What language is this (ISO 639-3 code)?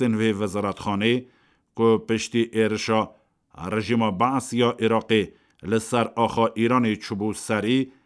kur